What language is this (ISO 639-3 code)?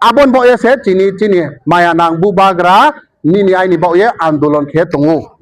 ria